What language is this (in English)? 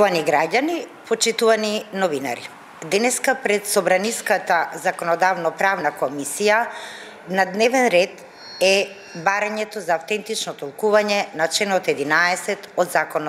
Macedonian